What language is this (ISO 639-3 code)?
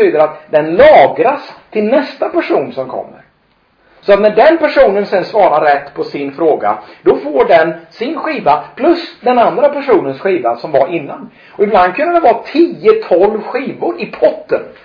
swe